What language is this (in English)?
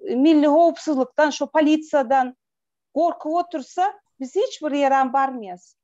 Turkmen